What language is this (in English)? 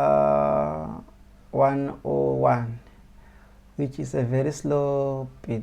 Tsonga